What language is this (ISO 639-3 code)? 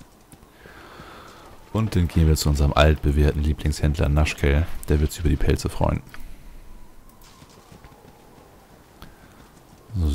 deu